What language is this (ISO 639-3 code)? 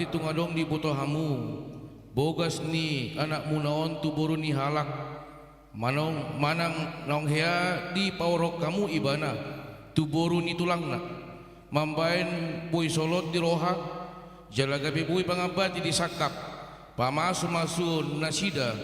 bbc